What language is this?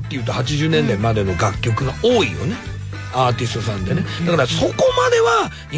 Japanese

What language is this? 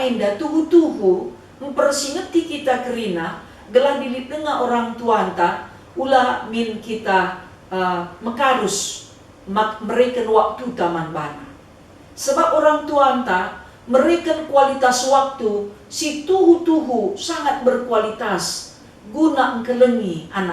Batak Karo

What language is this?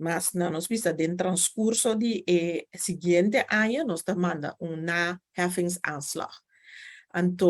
Papiamento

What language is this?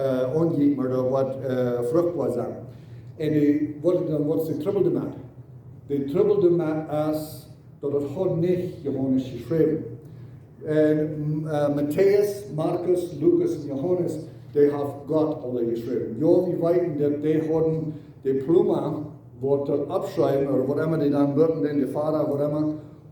Plautdietsch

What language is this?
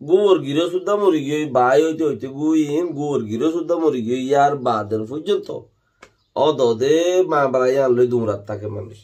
Rohingya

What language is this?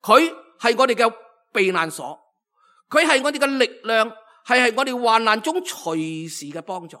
Cantonese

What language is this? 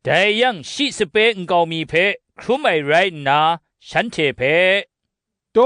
Kachin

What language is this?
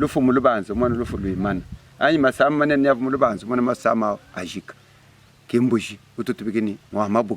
Luba-Lulua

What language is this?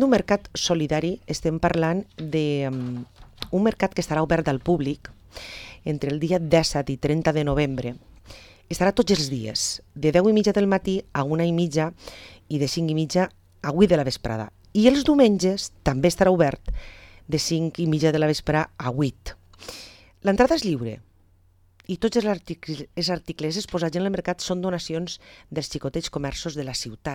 Catalan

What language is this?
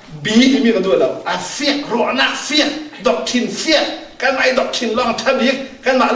Falam Chin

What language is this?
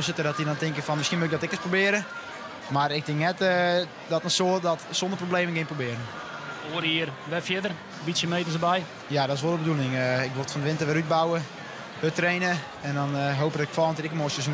Western Frisian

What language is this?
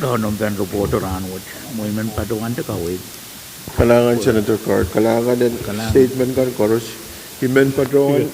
Pohnpeian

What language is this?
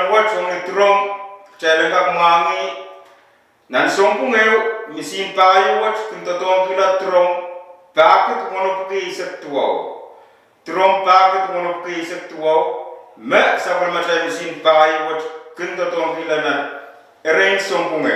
Pohnpeian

